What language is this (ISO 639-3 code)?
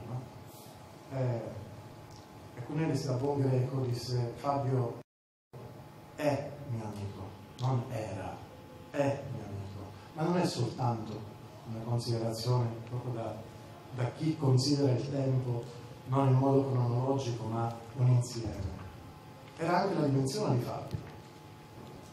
ita